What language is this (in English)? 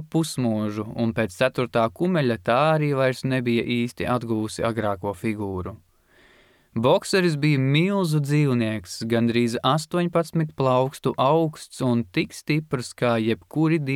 Latvian